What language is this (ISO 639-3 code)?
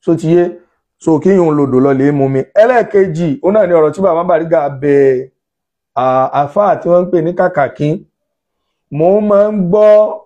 yor